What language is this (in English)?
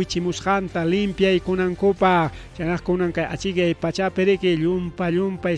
Ayacucho Quechua